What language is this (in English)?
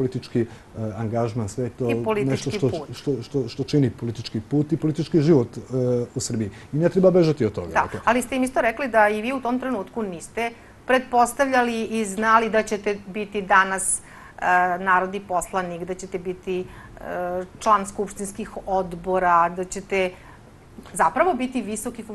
Serbian